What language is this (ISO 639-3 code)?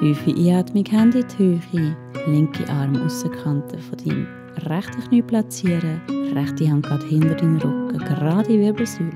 gsw